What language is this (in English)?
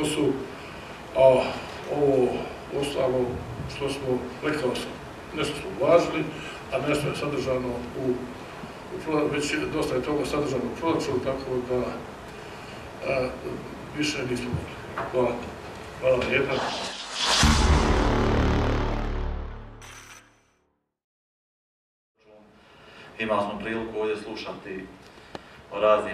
Croatian